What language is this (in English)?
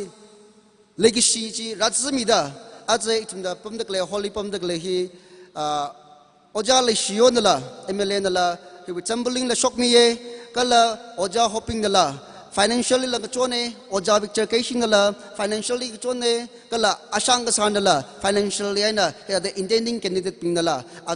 Tangkhul Naga (India)